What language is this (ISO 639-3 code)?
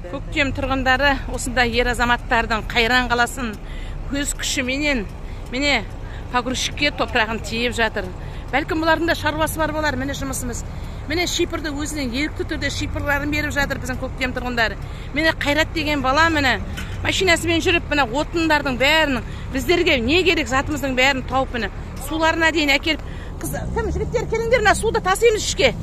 kaz